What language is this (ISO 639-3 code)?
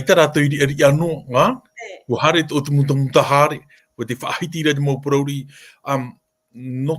tah